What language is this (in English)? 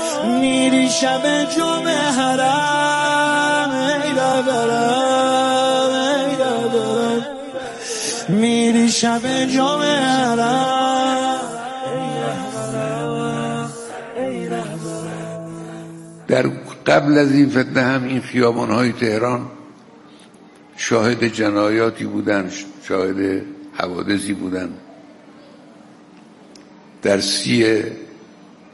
Persian